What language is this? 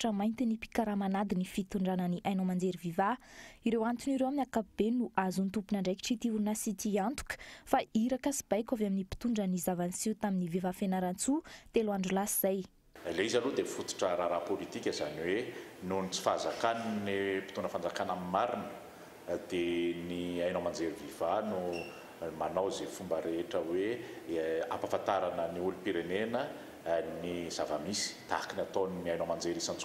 Malagasy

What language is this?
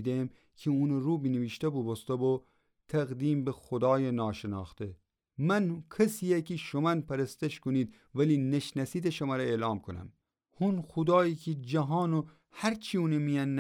Gilaki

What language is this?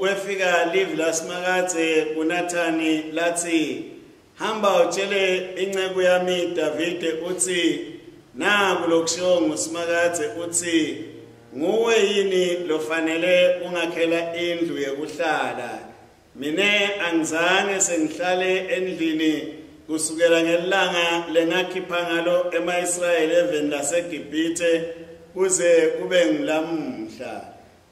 Swati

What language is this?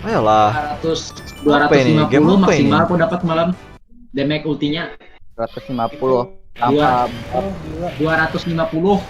Banjar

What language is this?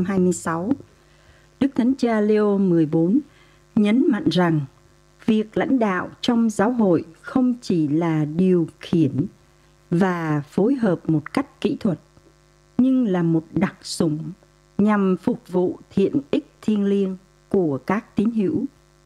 Vietnamese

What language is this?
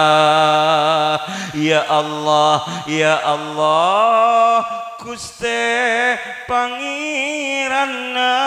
Madurese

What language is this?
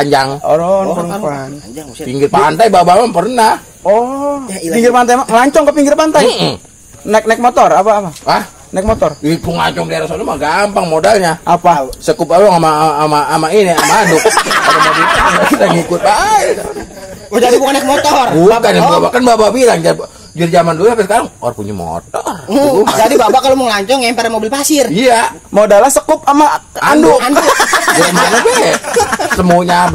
Betawi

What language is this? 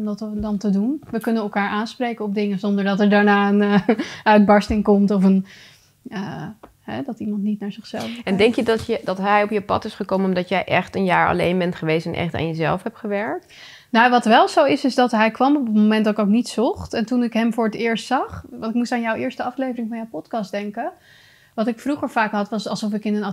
Dutch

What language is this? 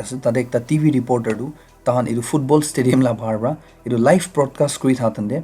Naga Pidgin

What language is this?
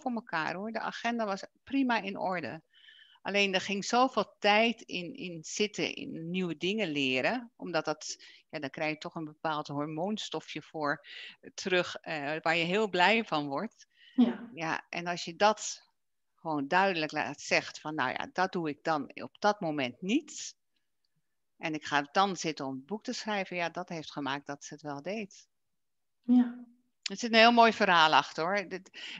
Dutch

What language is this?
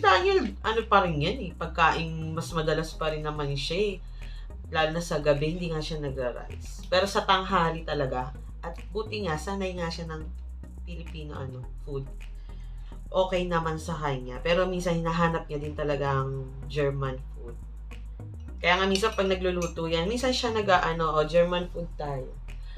Filipino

